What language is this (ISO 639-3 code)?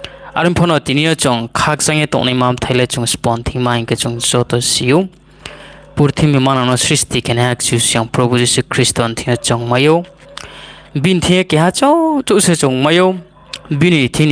ria